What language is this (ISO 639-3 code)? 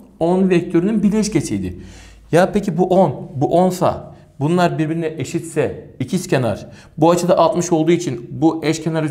tur